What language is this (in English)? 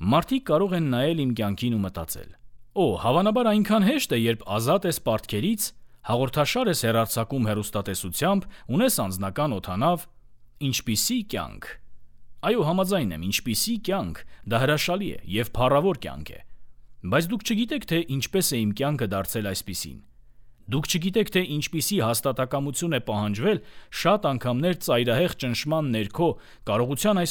Armenian